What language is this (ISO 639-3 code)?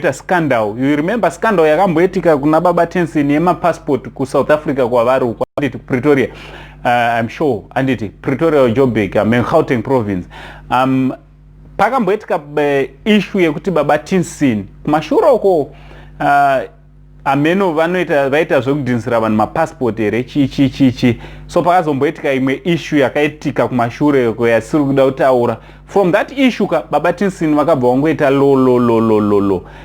sna